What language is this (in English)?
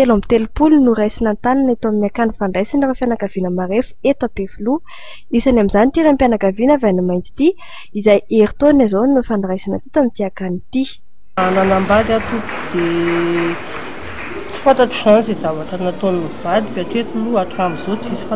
Malagasy